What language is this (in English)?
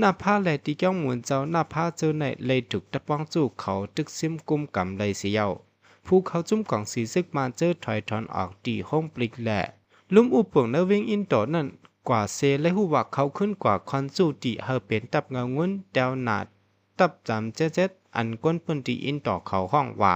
Shan